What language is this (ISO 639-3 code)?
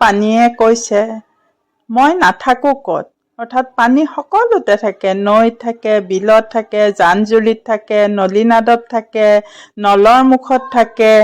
asm